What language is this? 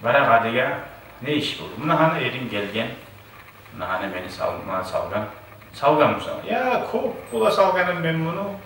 Kumyk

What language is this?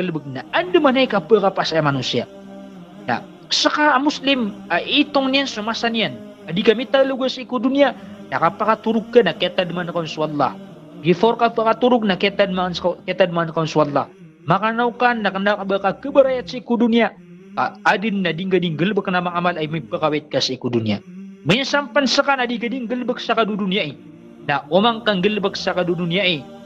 Maranao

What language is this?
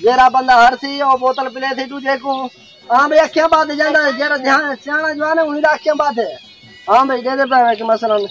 Saraiki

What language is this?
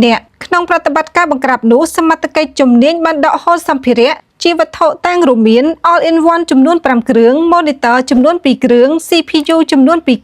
Khmer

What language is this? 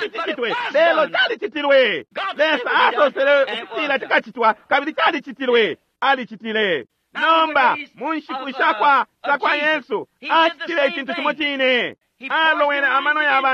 Bemba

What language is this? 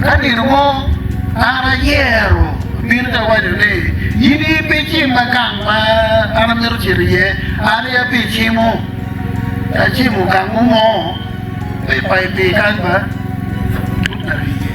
Acoli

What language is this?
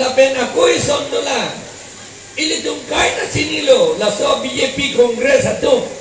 Karbi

